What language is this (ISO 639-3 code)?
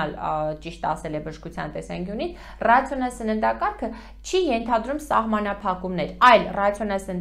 hye